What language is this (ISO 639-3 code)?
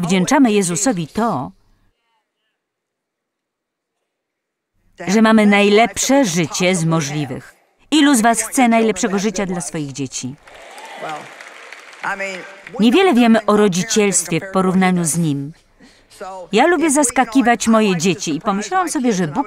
pol